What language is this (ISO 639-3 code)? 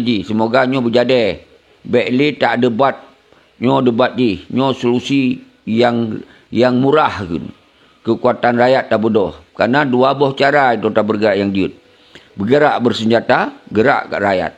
ace